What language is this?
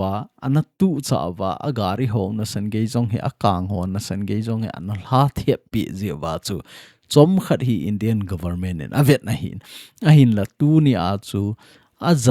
Thado Chin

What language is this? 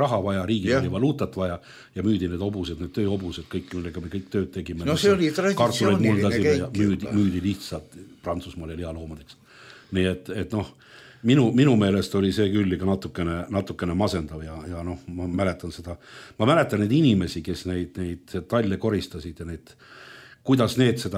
Estonian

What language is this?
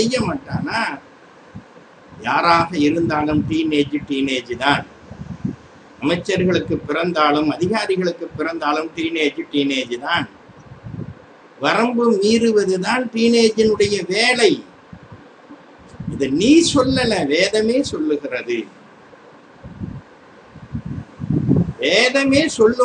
Tamil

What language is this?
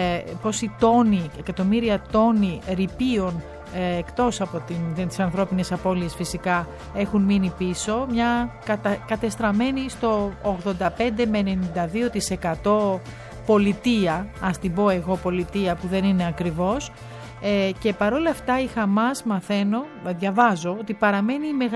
Greek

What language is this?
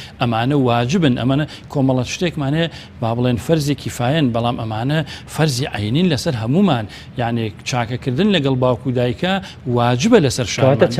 Central Kurdish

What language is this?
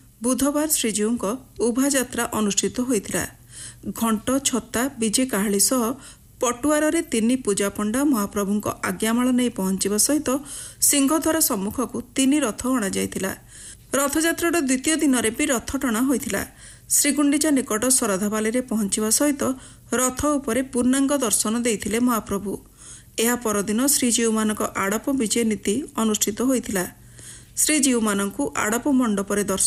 Odia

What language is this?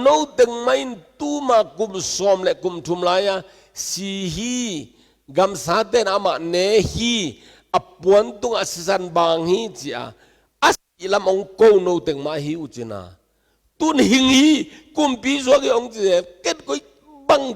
Tedim Chin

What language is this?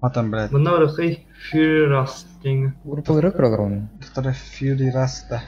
Yakut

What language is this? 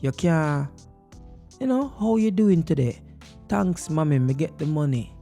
Jamaican Creole English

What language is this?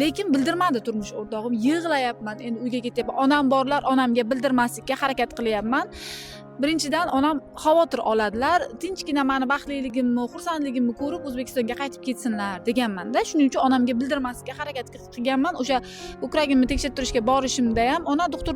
Uzbek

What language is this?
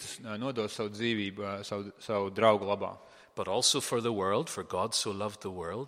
Latvian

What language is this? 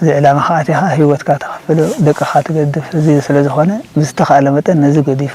Tigrinya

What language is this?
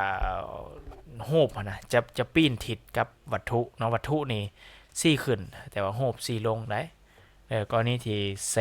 Lao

